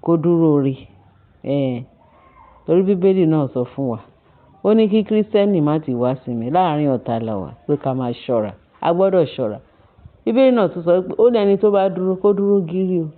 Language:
Yoruba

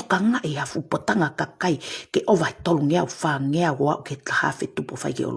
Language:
Tongan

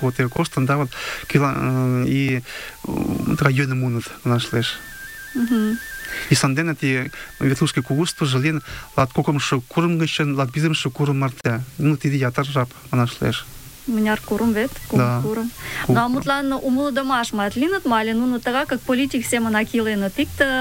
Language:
Mari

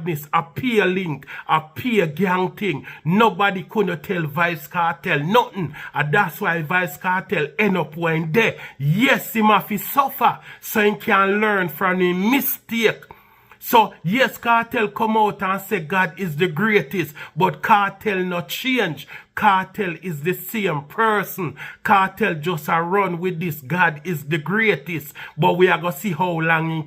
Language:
Jamaican Creole English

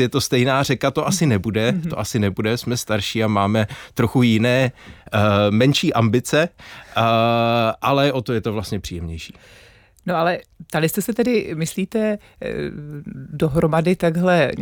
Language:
Czech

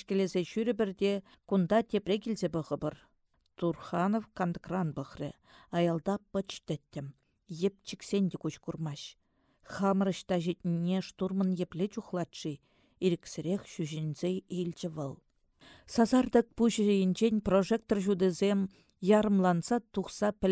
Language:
Chuvash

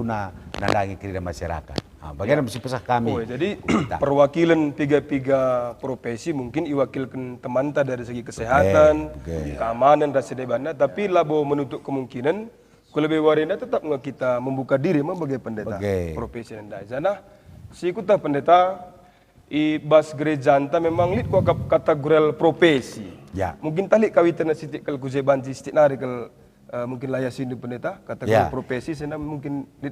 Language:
Batak Karo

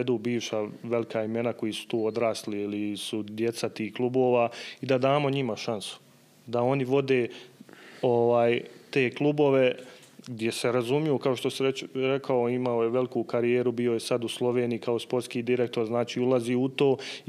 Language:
Bosnian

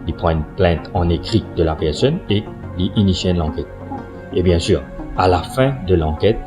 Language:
Morisyen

